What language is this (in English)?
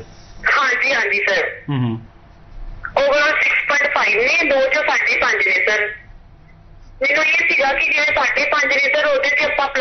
Punjabi